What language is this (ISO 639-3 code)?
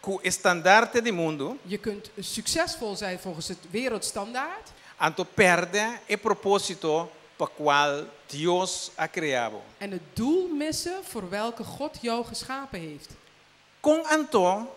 pap